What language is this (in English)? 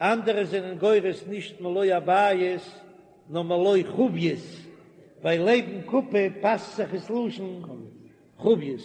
Yiddish